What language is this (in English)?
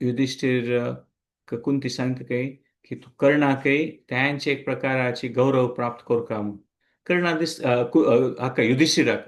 Konkani